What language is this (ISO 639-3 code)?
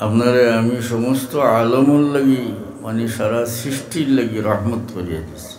syl